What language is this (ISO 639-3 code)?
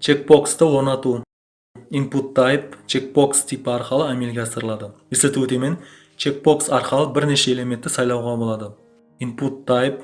kaa